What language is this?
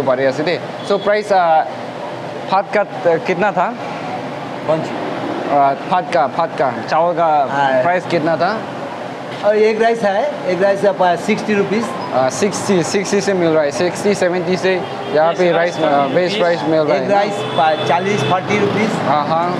Naga Pidgin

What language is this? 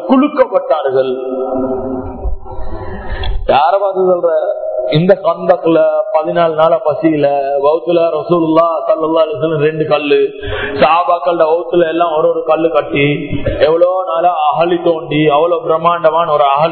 Tamil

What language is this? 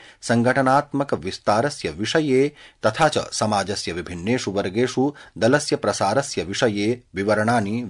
Sanskrit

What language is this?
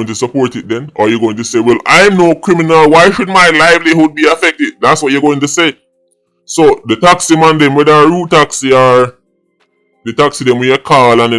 Jamaican Creole English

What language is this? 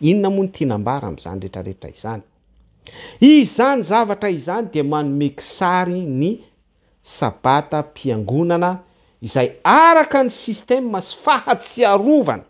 Malagasy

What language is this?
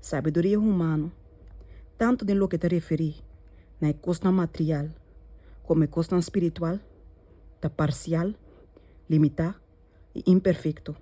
Papiamento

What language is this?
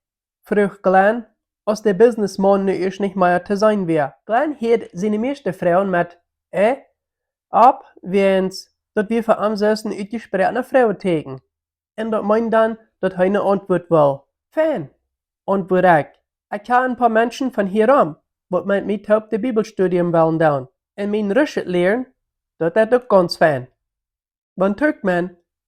Plautdietsch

